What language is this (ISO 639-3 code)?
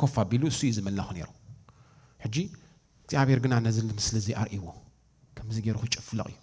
tir